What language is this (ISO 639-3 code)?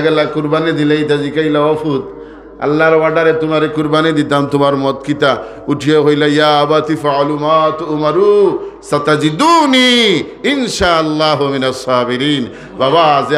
syl